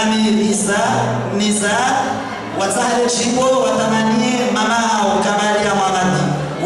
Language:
Swahili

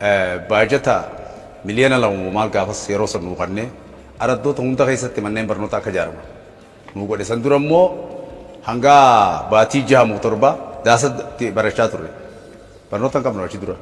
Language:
Oromo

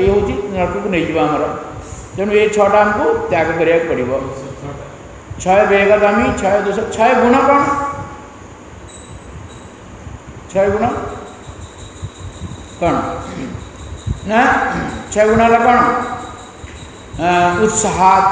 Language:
Odia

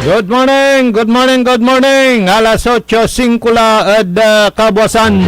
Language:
Pangasinan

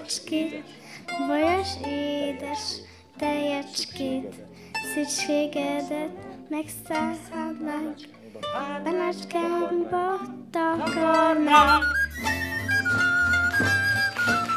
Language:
Hungarian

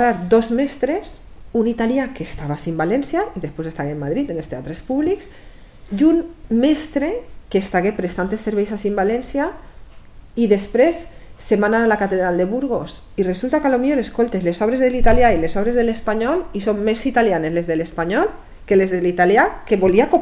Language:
Catalan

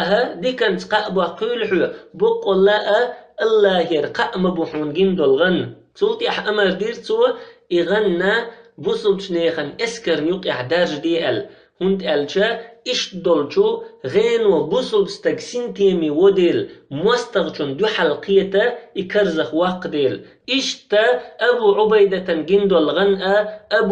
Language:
Chechen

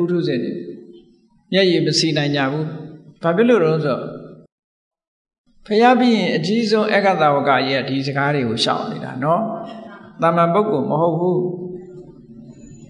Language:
Burmese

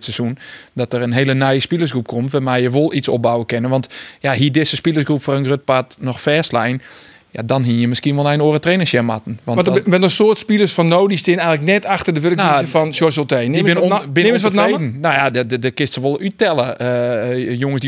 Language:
Western Frisian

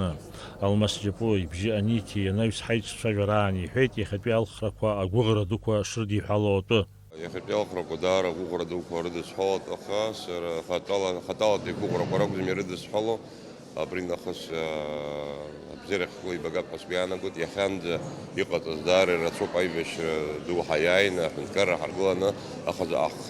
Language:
Abkhazian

